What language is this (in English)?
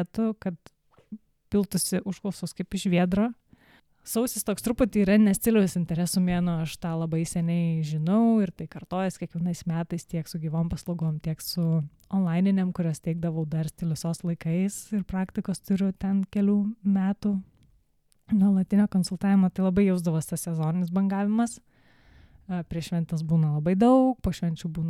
Lithuanian